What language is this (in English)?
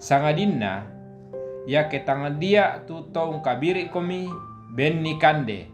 Toraja-Sa'dan